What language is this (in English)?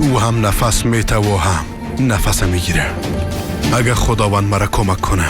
Persian